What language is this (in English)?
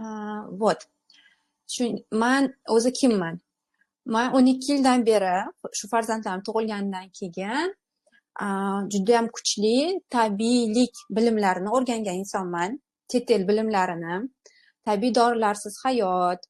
Uzbek